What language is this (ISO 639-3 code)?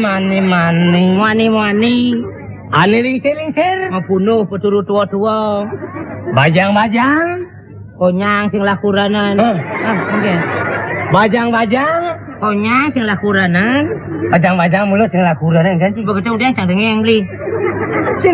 ban